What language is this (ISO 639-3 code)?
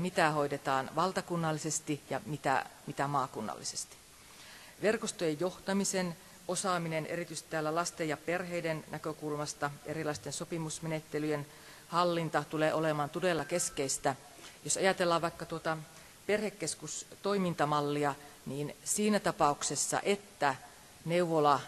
fin